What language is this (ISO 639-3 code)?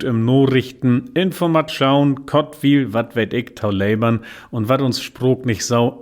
nds